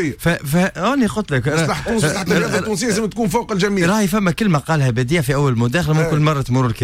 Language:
Tunisian Arabic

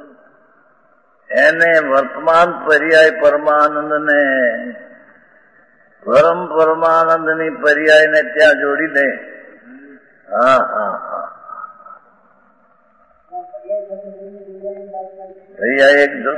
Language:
Gujarati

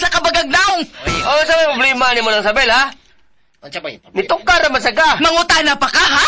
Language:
Cebuano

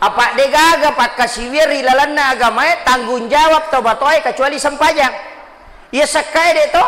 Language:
Buginese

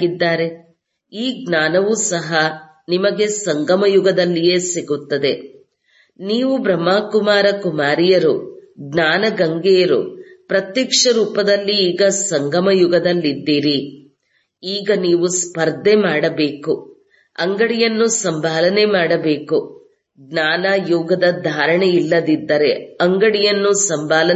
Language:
Kannada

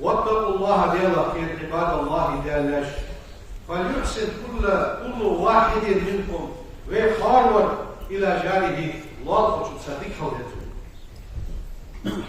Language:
Ingush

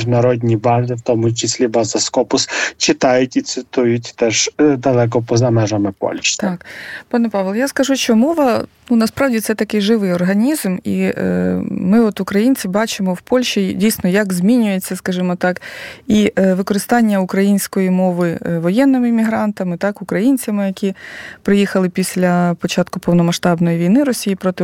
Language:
Ukrainian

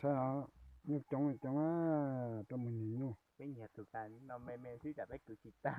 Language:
Hmong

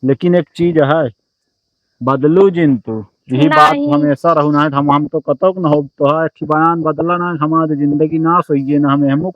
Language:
Awadhi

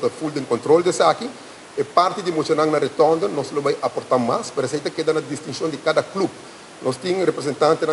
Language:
Papiamento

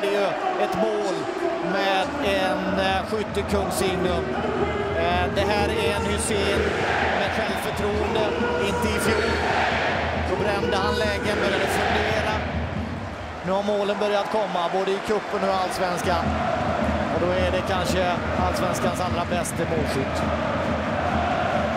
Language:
Swedish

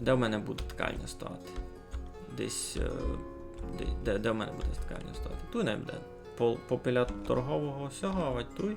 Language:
Rusyn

